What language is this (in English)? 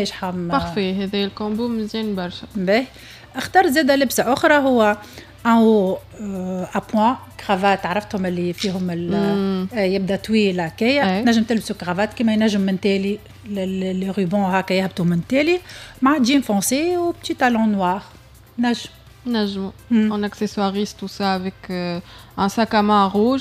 Tunisian Arabic